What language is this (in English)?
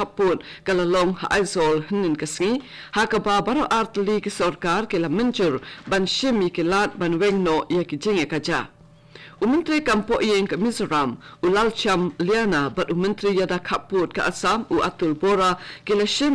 Khasi